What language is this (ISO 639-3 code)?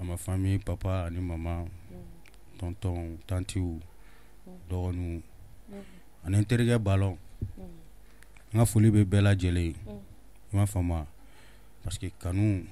bam